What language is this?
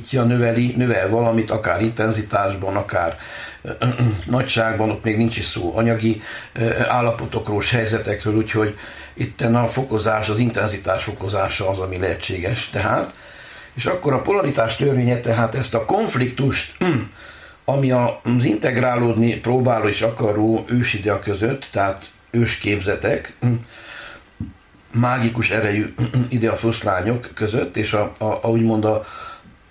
Hungarian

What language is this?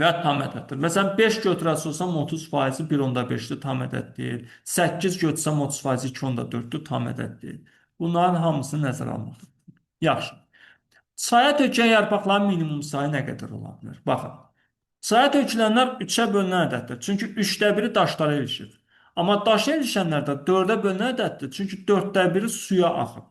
Azerbaijani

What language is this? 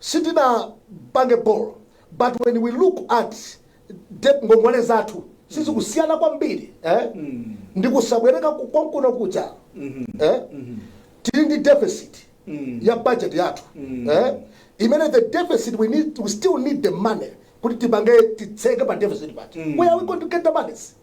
Nyanja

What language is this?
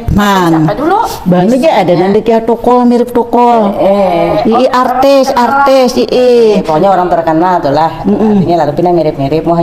Banjar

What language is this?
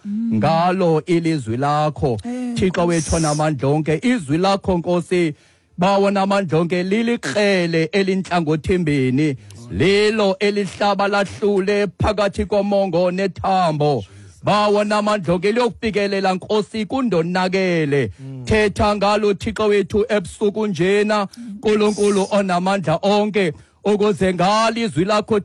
Xhosa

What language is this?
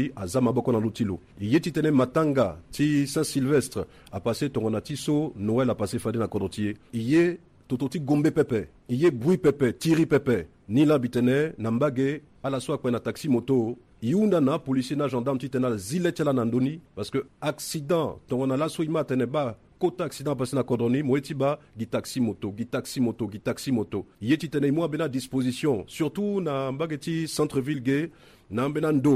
Sango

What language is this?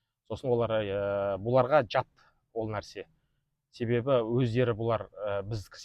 Kazakh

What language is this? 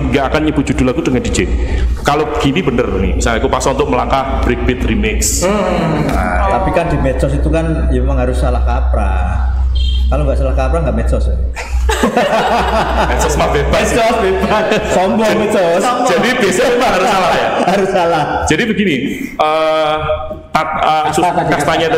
Indonesian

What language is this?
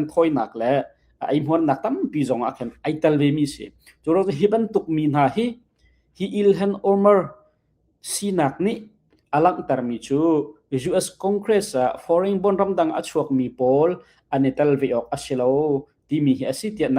Hakha Chin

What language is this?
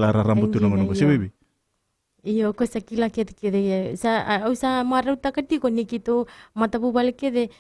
Fijian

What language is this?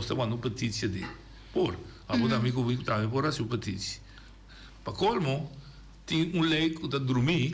Papiamento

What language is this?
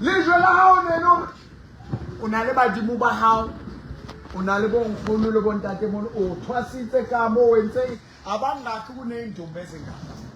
Southern Sotho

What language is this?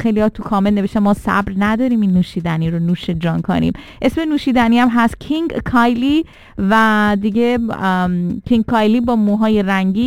Persian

